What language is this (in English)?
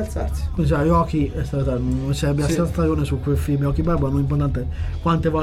Italian